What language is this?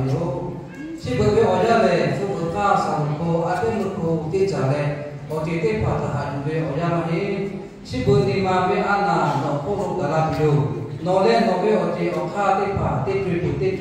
Lahu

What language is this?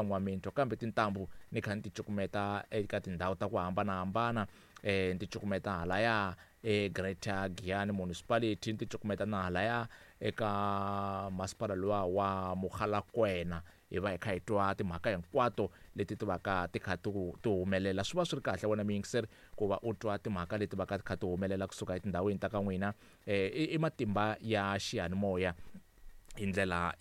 Tsonga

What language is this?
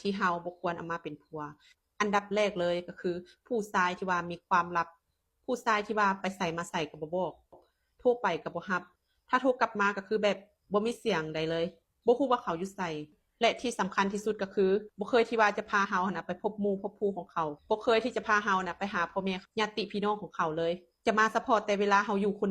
Lao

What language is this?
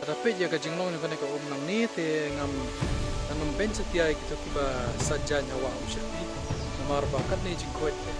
Khasi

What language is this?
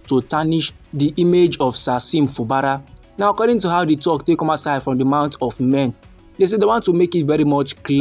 Nigerian Pidgin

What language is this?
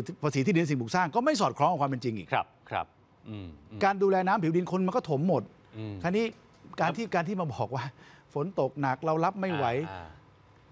Thai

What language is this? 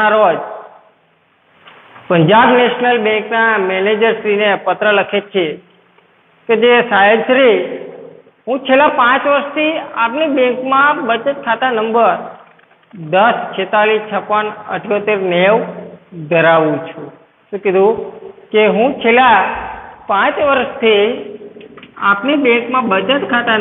Gujarati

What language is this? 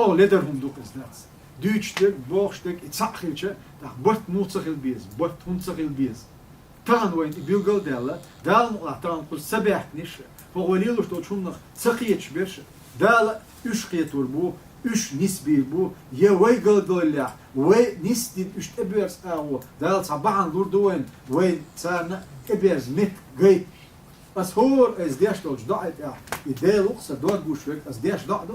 Chechen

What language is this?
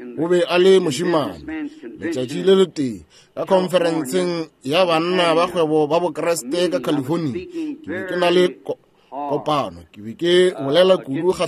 Northern Sotho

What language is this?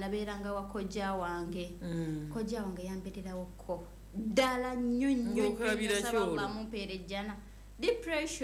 Ganda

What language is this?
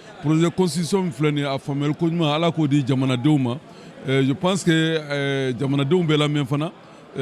Bambara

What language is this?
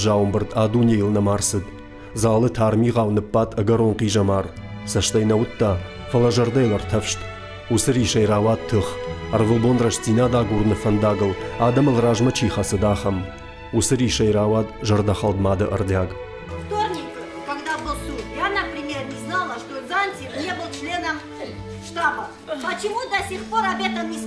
Ossetic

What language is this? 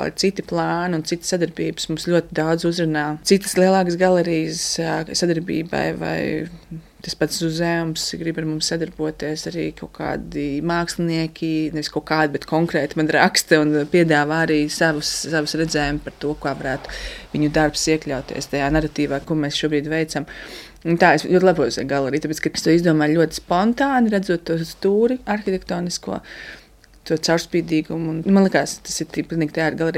Latvian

